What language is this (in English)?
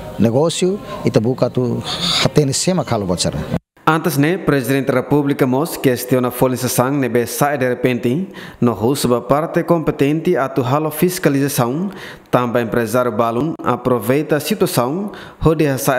Tetum